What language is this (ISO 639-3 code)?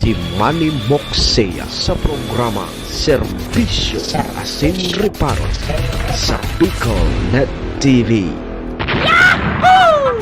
bik